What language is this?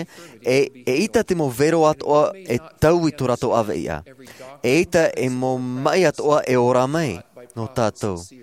Tahitian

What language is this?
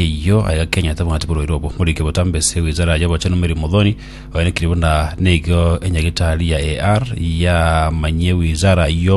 Gusii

